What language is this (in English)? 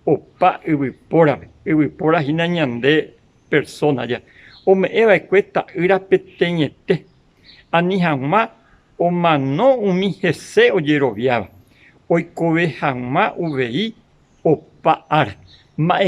Guarani